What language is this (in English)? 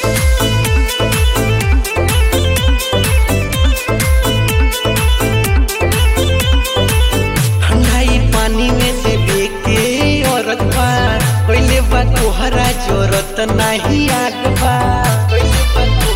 Bhojpuri